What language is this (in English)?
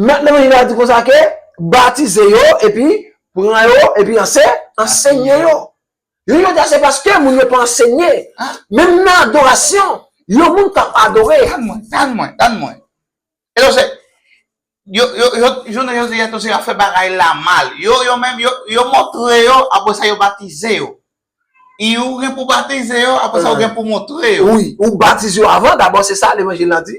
Haitian Creole